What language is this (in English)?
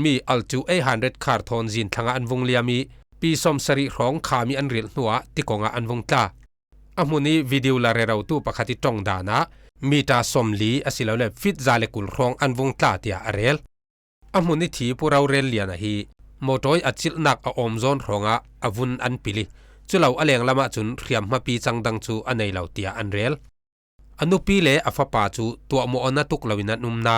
Falam Chin